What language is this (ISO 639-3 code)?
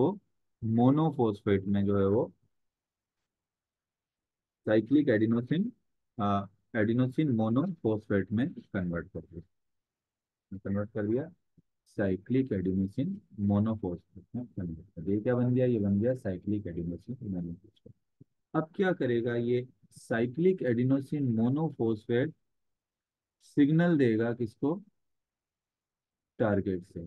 hin